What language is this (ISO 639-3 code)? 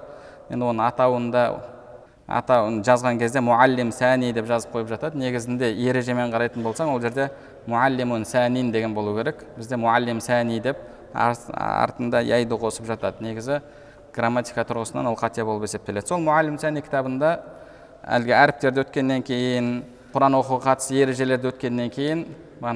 kaz